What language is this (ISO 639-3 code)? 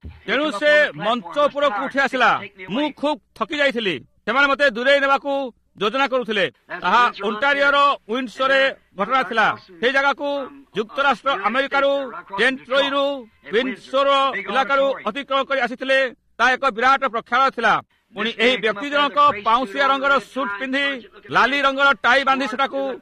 ori